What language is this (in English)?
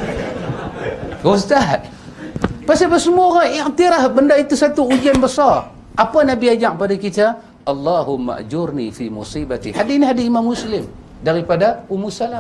Malay